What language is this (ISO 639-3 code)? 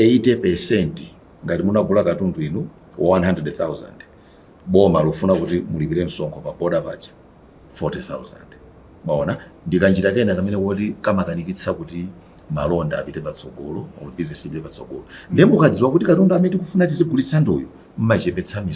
nya